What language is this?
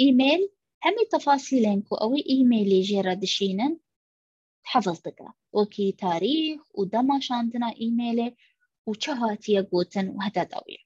Kurdish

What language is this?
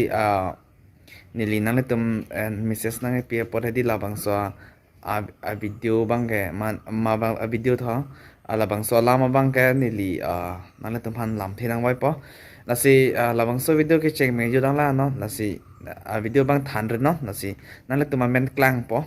Karbi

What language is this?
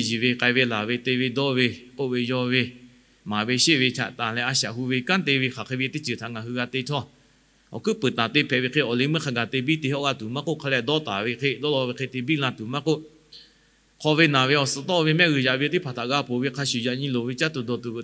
Lahu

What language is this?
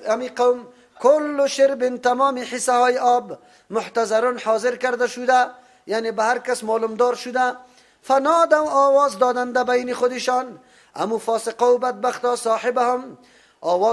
Persian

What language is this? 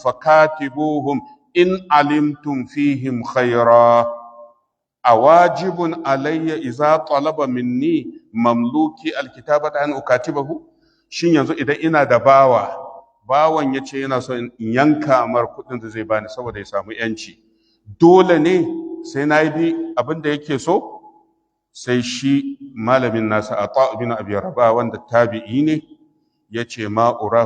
Hausa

